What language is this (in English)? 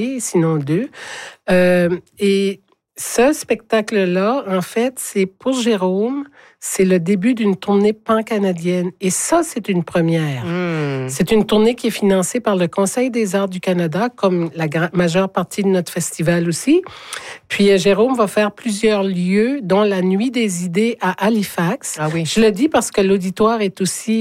French